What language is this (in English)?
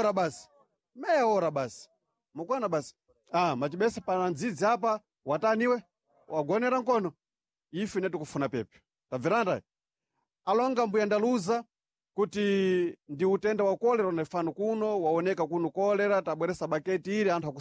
Sena